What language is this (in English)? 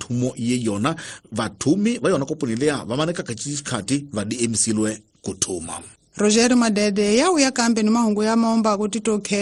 Tsonga